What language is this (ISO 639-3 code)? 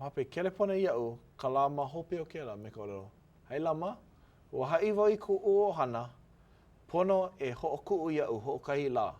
haw